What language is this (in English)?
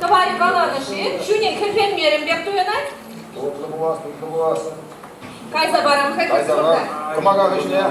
Chuvash